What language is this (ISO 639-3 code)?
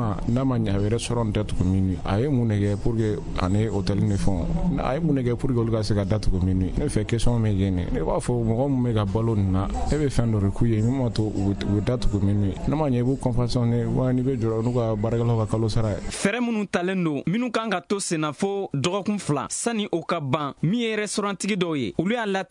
bam